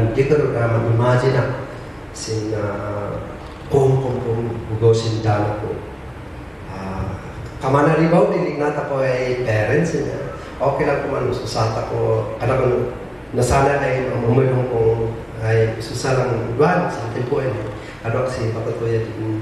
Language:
Kankanaey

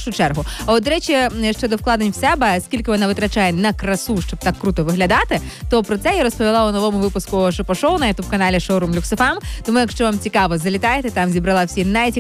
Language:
Ukrainian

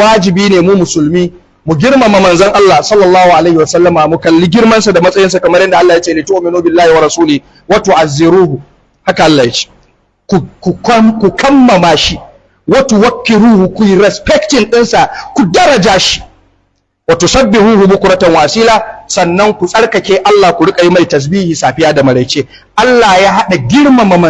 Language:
Hausa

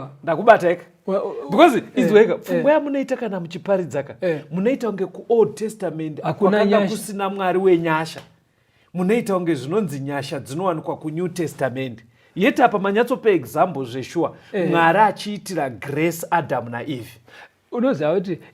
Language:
Shona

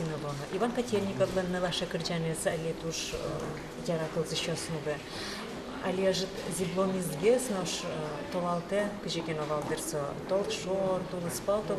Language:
Udmurt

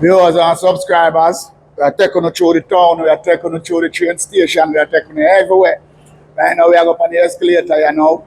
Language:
Jamaican Creole English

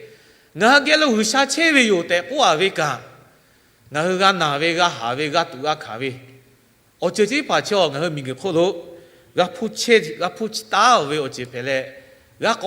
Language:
Lahu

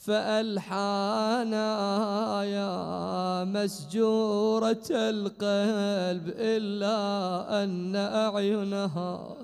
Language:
Mesopotamian Arabic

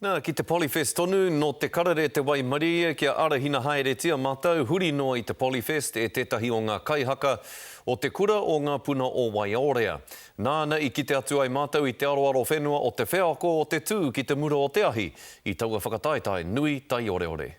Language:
Māori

